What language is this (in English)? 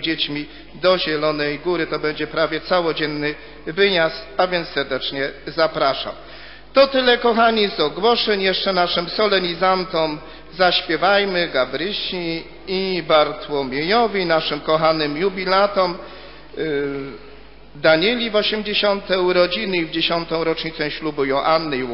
Polish